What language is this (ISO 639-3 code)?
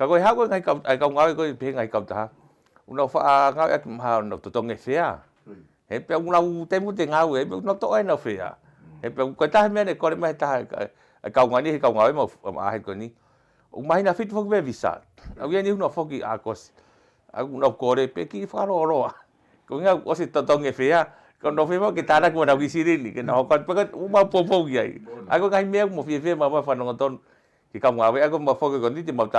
ton